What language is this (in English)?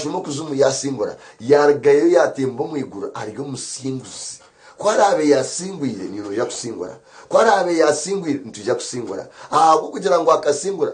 Nyankole